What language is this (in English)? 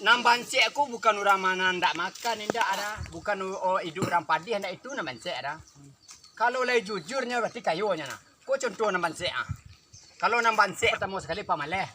Minangkabau